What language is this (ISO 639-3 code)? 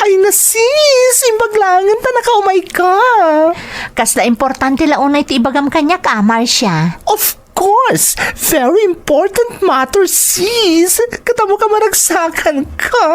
ilo